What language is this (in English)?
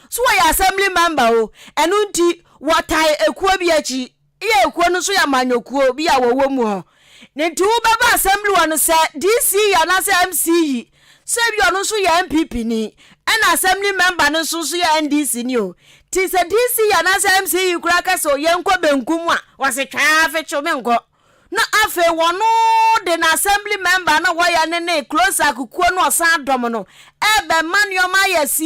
Akan